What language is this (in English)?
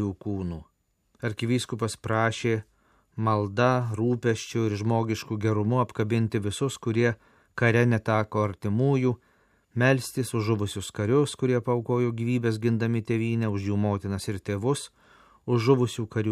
Lithuanian